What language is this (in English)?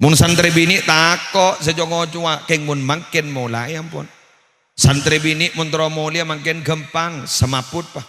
Madurese